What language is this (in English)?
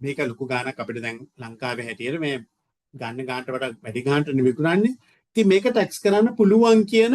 Sinhala